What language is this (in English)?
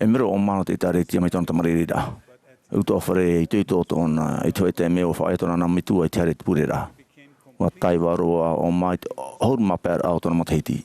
Tahitian